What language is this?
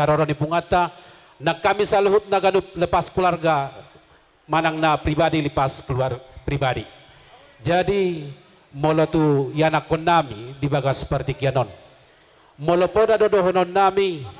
Batak Toba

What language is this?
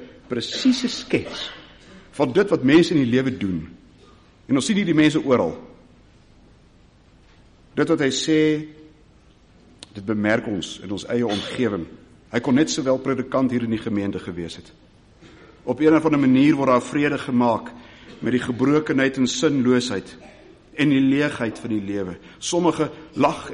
Afrikaans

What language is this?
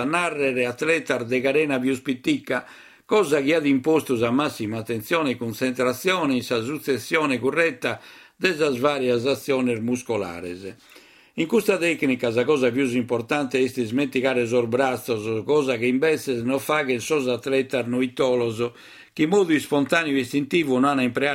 Sardinian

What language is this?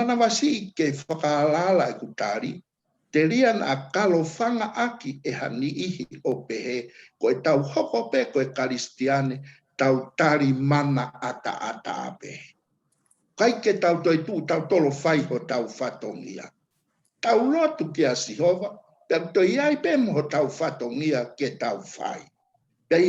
Tongan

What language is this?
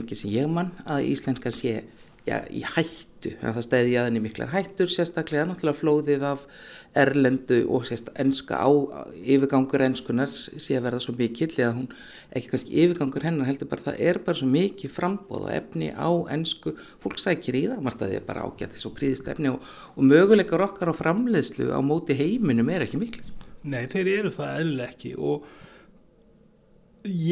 Icelandic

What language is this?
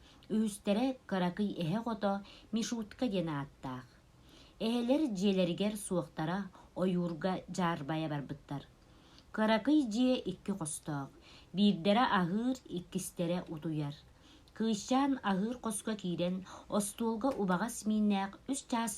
Yakut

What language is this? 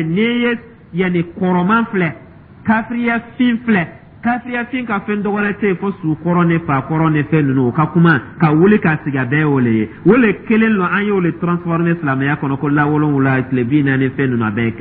Dyula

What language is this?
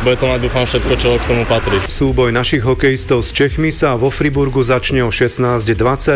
Slovak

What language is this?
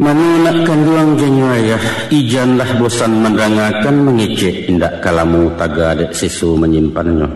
Minangkabau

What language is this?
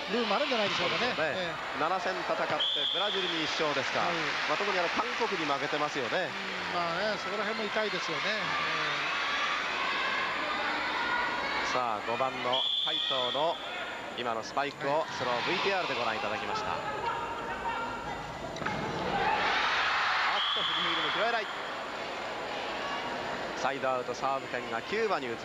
Japanese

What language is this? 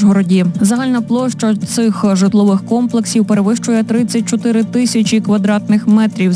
Ukrainian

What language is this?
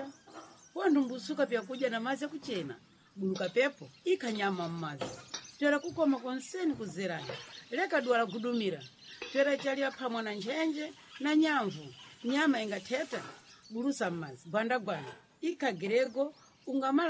Sena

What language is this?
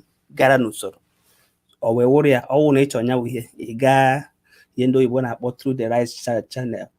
Igbo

